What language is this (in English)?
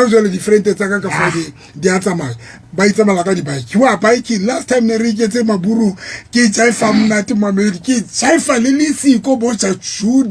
Southern Sotho